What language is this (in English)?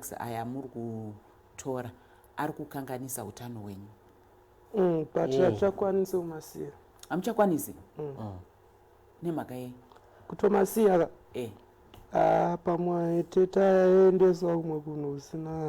Shona